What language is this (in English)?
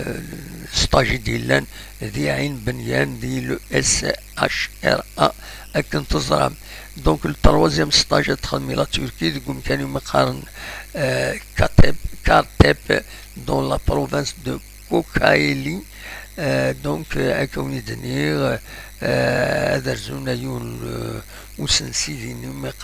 Kabyle